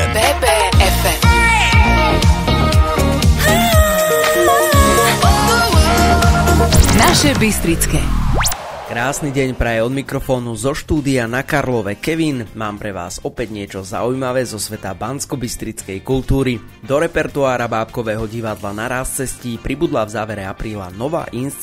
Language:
Slovak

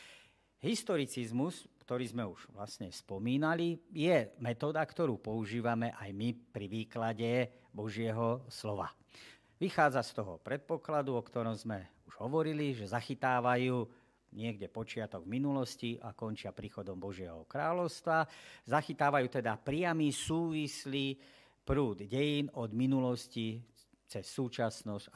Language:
Slovak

